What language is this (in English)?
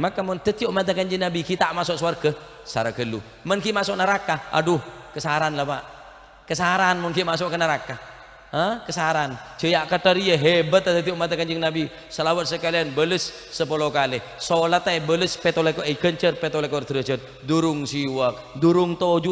Madurese